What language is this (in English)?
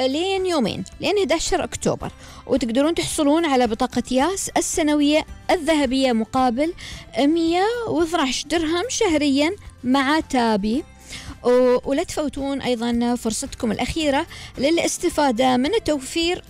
Gulf Arabic